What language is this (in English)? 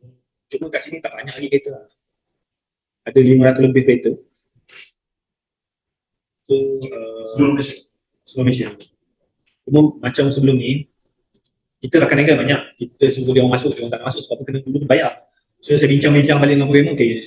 Malay